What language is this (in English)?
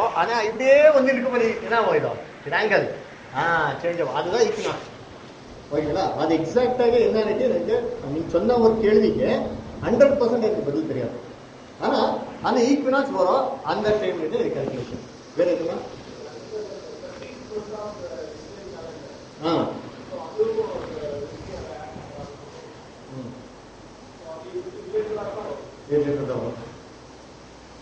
Tamil